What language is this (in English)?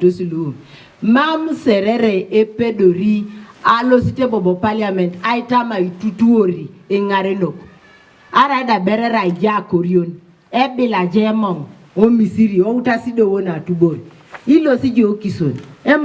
Teso